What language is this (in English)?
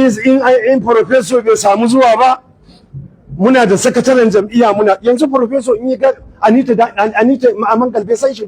Hausa